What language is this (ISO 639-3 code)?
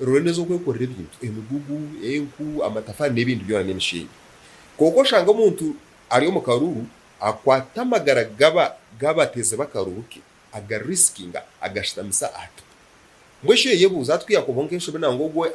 nyn